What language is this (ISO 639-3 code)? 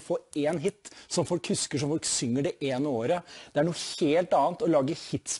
nor